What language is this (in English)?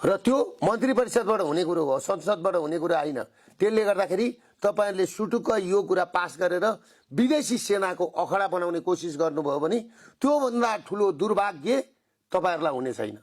Nepali